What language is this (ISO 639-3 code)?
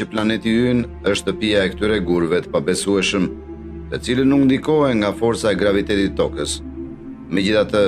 sqi